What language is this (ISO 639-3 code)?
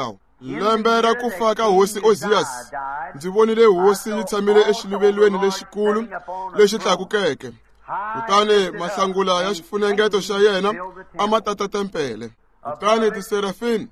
tso